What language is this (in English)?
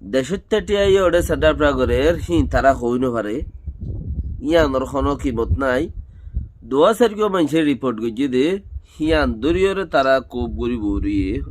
Rohingya